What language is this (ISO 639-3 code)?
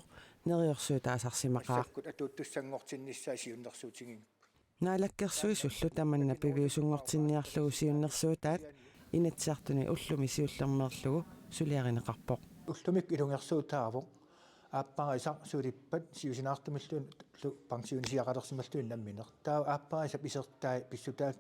kal